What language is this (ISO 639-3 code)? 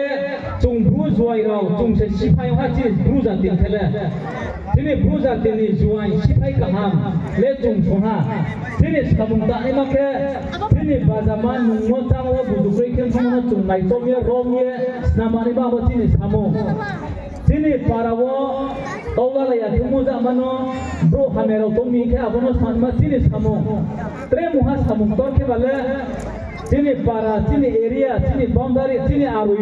ria